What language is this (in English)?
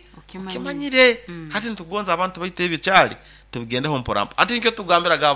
Nyoro